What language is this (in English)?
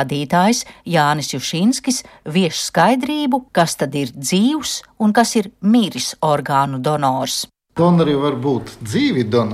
Latvian